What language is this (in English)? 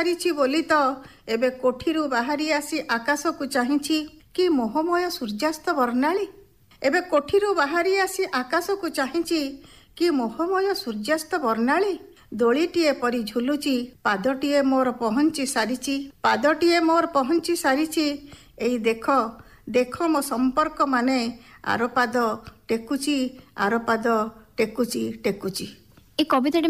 Odia